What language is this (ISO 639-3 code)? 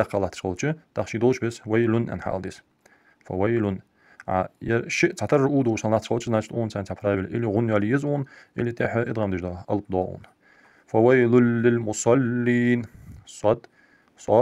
inh